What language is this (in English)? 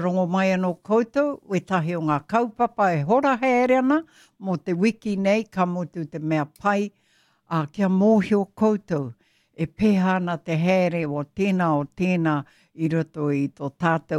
Māori